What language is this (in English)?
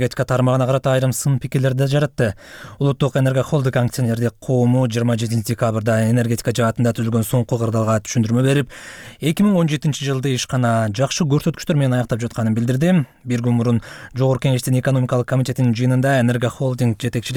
Kyrgyz